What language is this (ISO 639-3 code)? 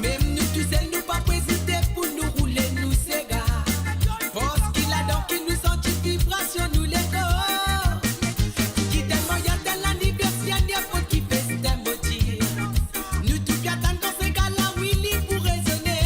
mfe